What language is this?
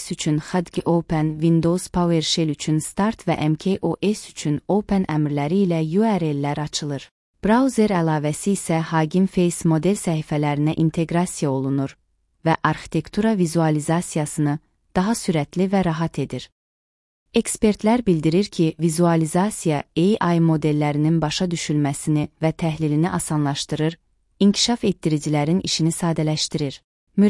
Azerbaijani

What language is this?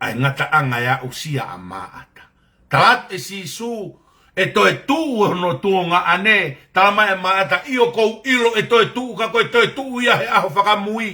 Tongan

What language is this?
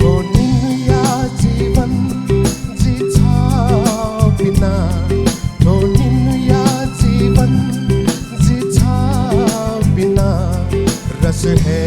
Newari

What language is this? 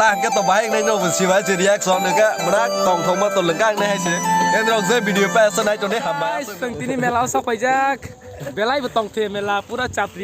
Kok Borok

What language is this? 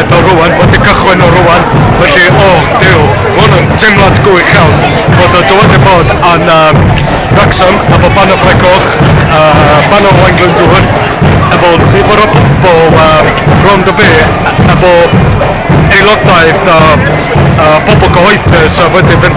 Welsh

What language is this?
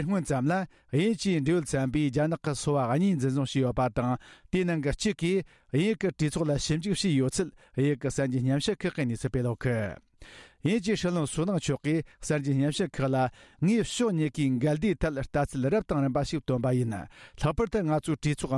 Tibetan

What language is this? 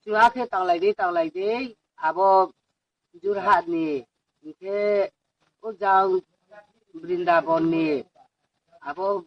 Riang (India)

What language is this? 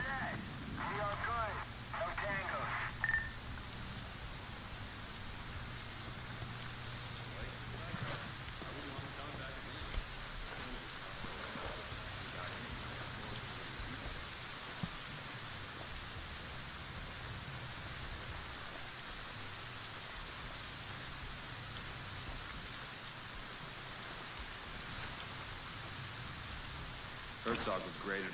English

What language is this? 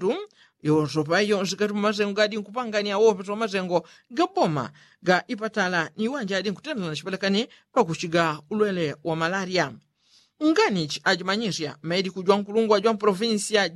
Yao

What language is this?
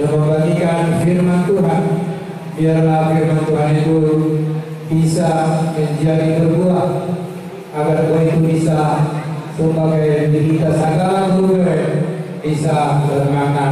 Batak Toba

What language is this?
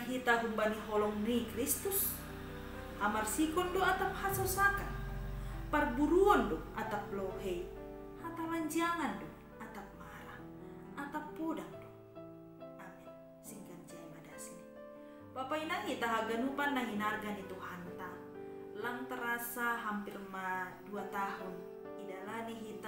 Batak Simalungun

